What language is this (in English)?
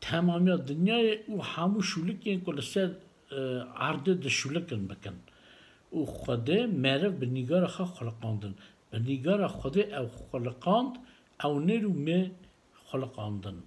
Kurdish